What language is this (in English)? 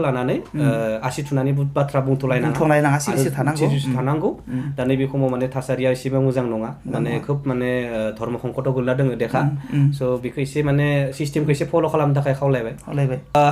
Bodo